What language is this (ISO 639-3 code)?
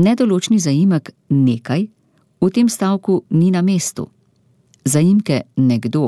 slv